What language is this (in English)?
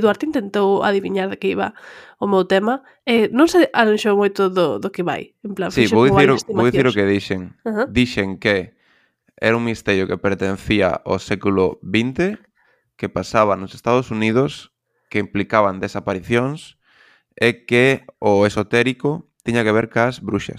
Galician